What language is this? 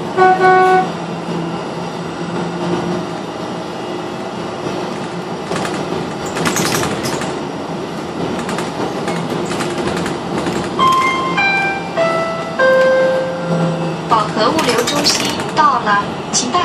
Chinese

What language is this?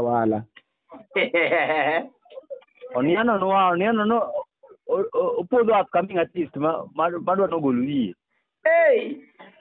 Luo (Kenya and Tanzania)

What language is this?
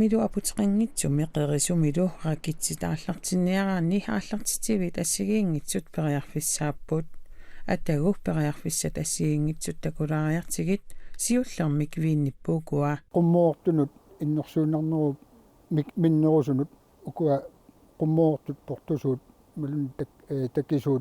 Kalaallisut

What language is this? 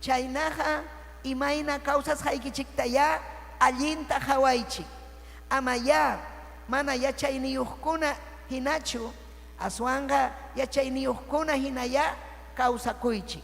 Ayacucho Quechua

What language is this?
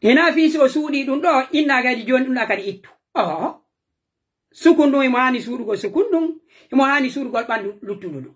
Pular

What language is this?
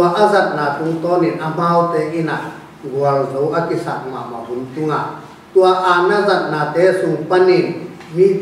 Tedim Chin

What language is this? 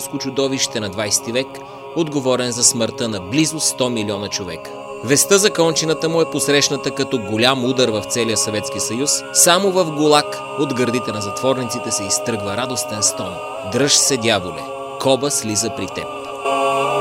Bulgarian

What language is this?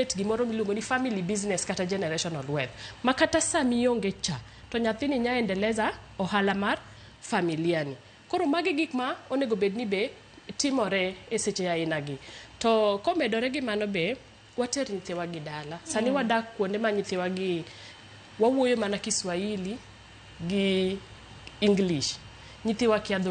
Luo (Kenya and Tanzania)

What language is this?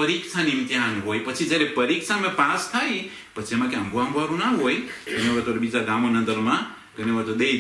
Gujarati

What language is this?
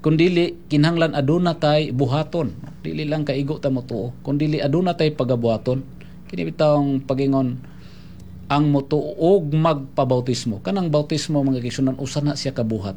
Cebuano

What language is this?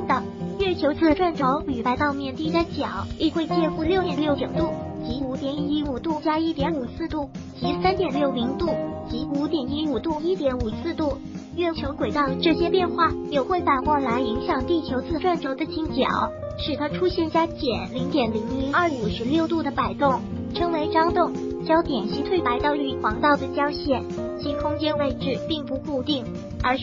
Chinese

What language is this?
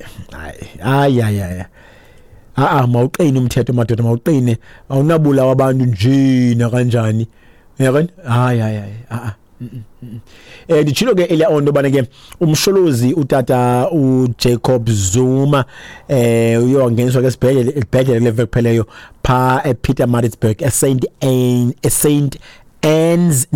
Xhosa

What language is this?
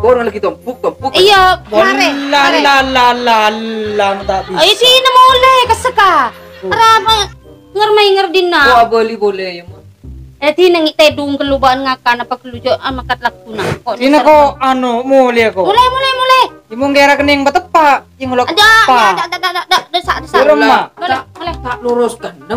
Madurese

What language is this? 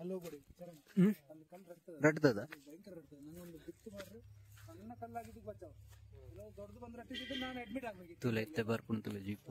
Tulu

